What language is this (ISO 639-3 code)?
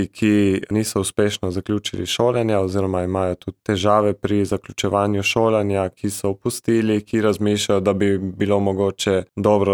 slv